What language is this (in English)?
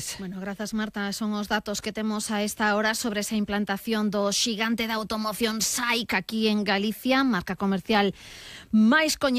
Galician